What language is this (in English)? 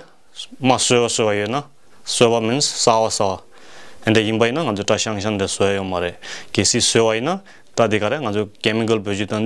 Tibetan